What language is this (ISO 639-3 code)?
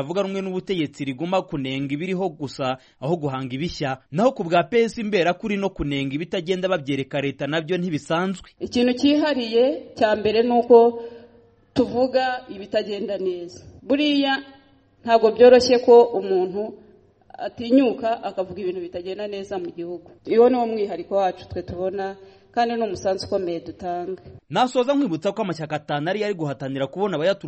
kin